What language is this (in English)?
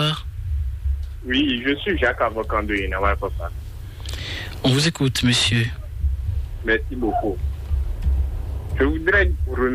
French